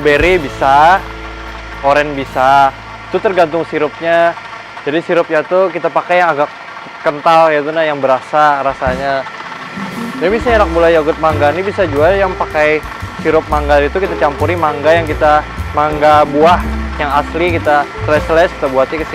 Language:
Banjar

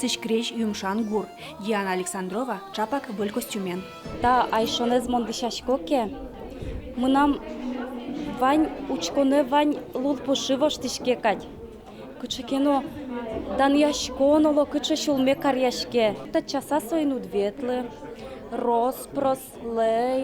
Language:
Udmurt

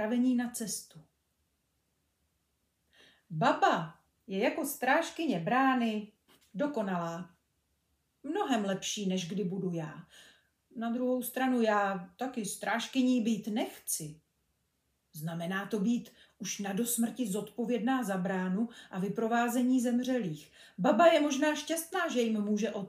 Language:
Czech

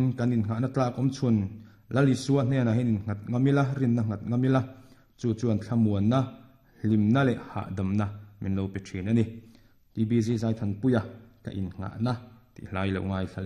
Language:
Mizo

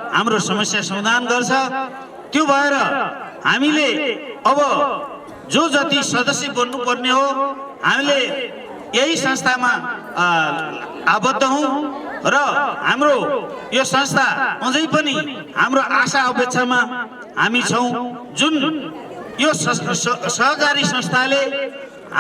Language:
Nepali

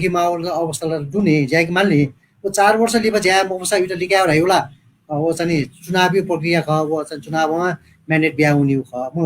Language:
Newari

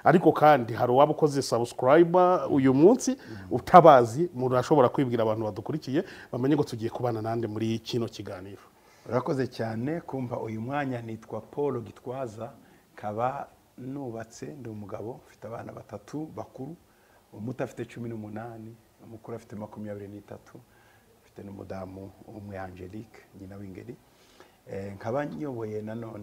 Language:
Kinyarwanda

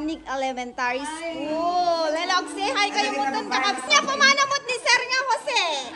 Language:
Iloko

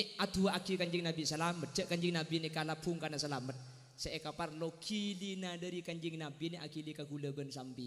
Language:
Madurese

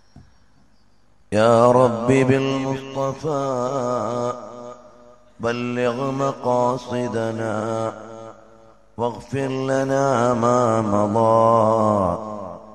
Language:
Malayalam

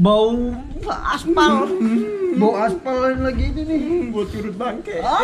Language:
Betawi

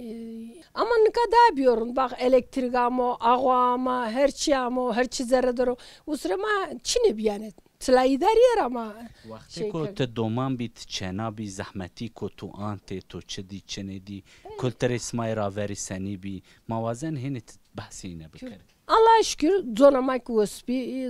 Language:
Zaza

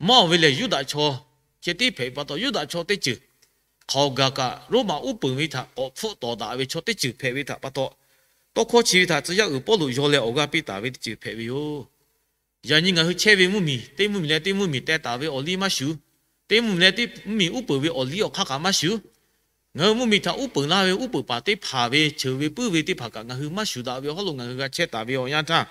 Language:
Lahu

